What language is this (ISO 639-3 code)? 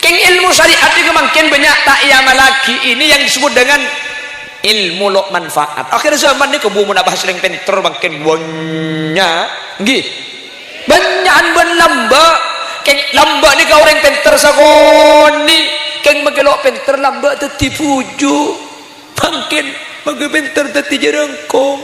mad